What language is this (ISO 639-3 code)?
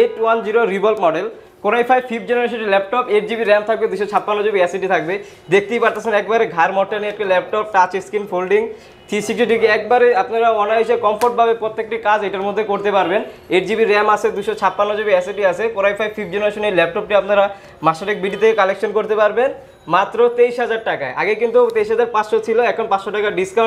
ben